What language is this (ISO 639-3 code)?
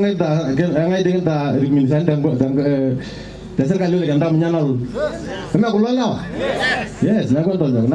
mas